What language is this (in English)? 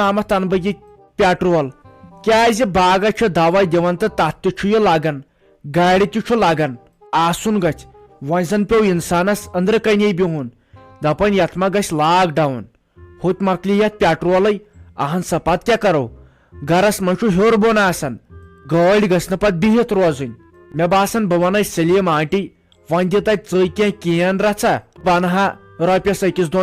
Kashmiri